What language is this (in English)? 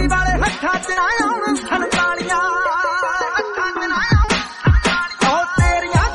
Punjabi